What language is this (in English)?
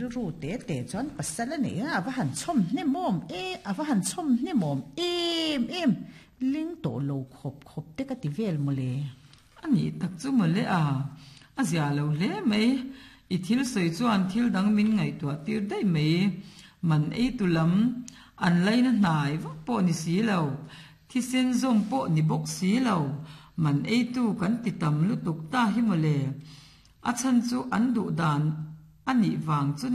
Mizo